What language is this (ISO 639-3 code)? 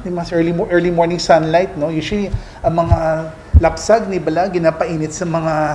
hil